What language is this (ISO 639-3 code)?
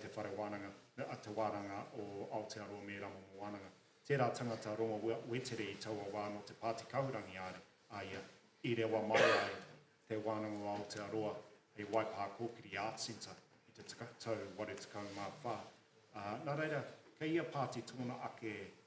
mri